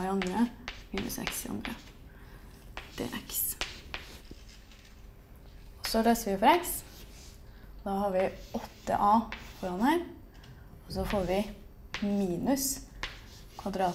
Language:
Norwegian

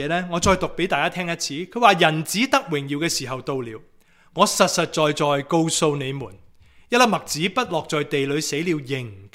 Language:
Cantonese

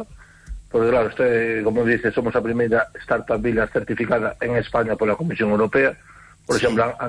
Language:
Galician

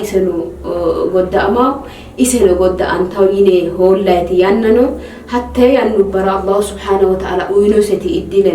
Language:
Sidamo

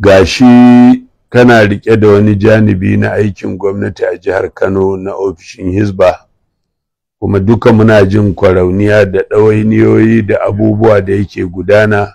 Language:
Hausa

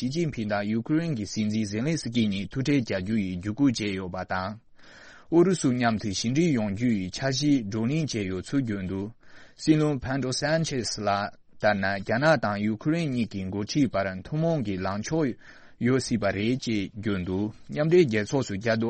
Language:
Tibetan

